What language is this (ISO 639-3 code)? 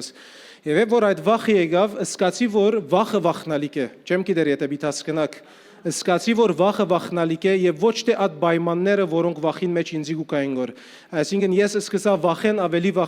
hyw